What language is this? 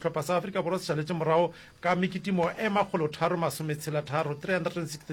Northern Sotho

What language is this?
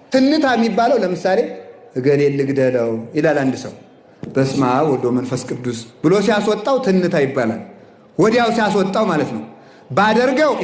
Amharic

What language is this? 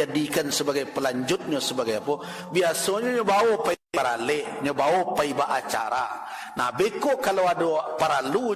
Minangkabau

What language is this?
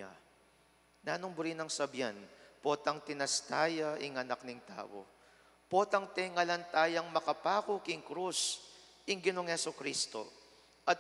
Pampanga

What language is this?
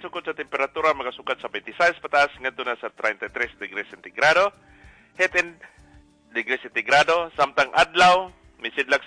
Cebuano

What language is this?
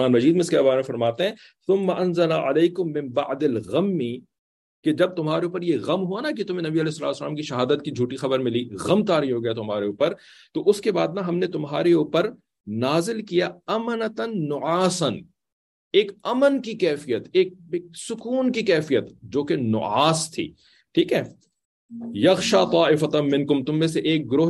Urdu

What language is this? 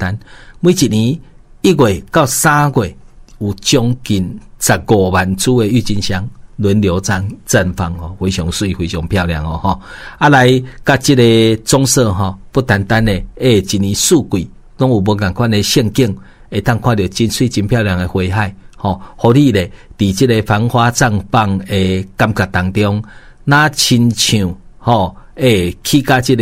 Min Nan Chinese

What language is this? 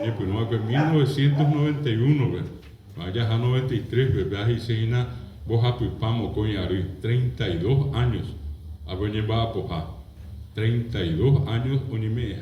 Guarani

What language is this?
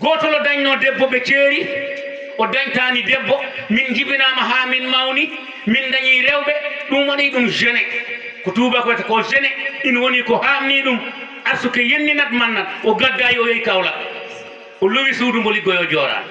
Fula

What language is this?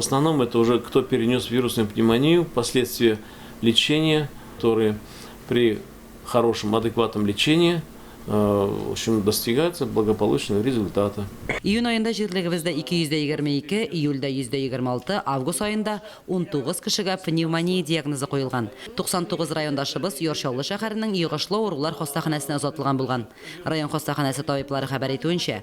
Tatar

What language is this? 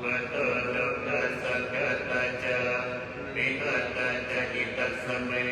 Pali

